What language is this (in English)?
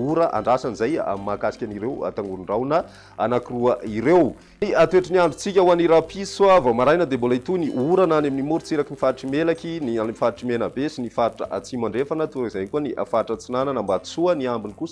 Malagasy